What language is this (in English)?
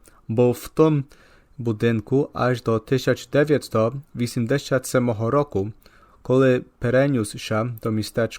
Rusyn